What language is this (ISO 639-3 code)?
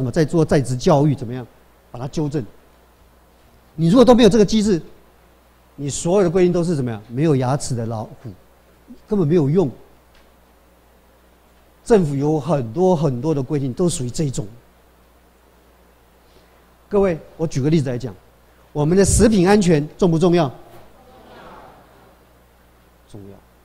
zho